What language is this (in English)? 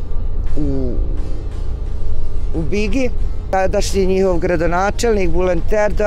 Bosnian